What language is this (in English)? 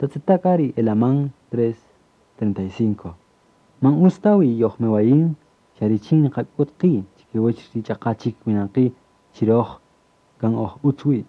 Kaqchikel